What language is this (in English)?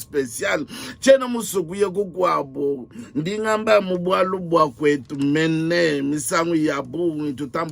Luba-Lulua